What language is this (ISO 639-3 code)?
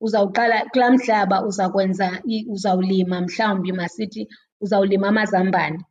xho